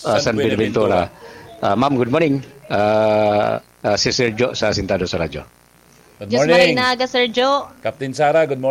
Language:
Bikol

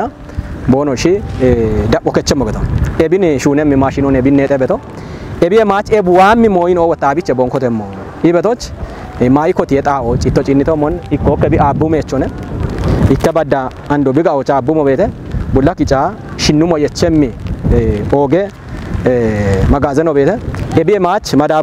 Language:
Kafa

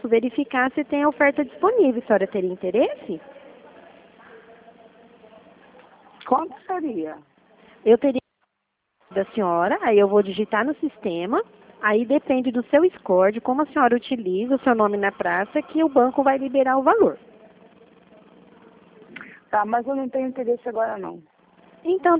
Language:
Portuguese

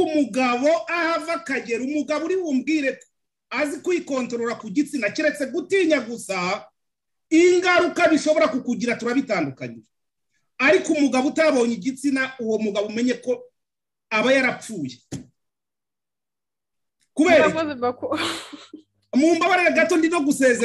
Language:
Kinyarwanda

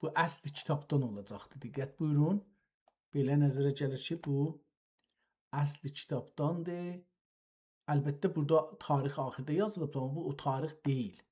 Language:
South Azerbaijani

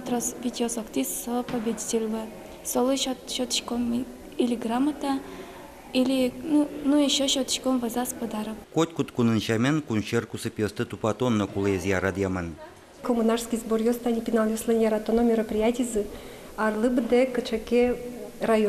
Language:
Udmurt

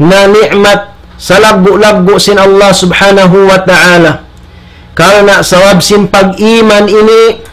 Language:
Tausug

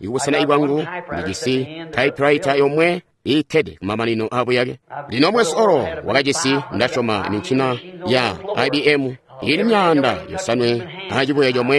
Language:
Tonga (Zambia)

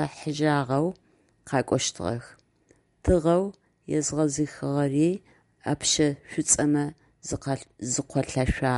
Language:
Adyghe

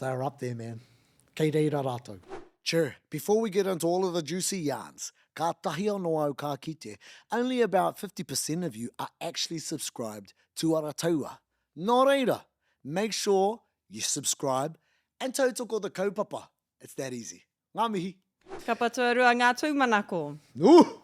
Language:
Māori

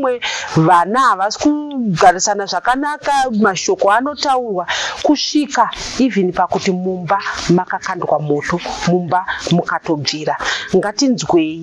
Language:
Shona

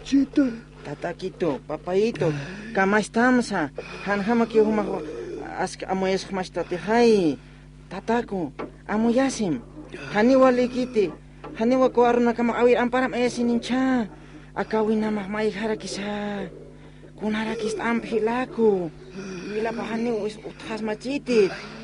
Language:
Aymara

